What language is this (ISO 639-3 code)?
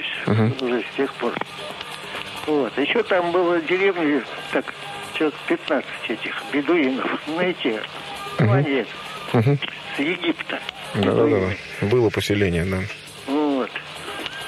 rus